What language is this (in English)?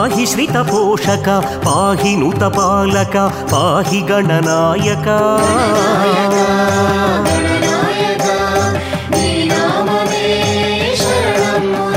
Telugu